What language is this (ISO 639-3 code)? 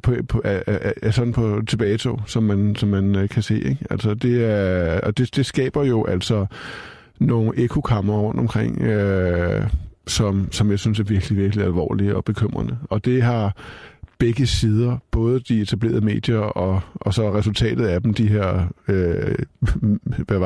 dan